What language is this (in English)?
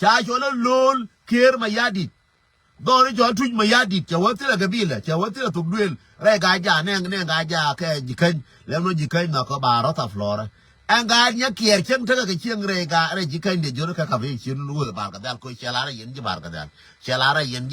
Nuer